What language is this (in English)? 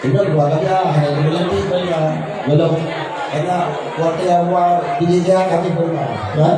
Achinese